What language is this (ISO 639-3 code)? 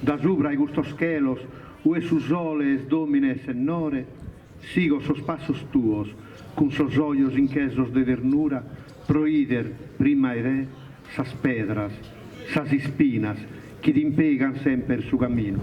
srd